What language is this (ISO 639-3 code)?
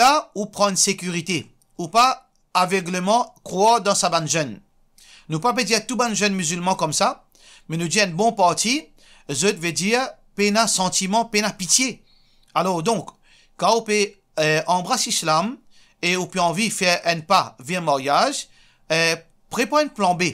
mfe